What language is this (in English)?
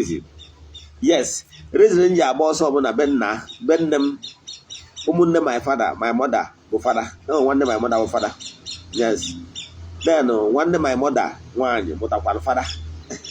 Igbo